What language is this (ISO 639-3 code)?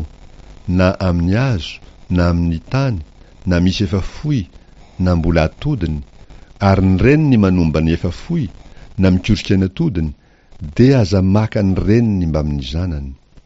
mlg